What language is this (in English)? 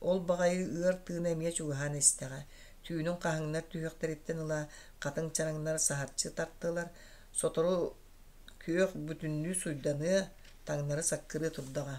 Yakut